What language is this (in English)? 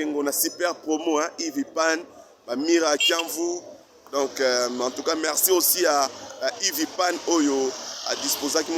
Lingala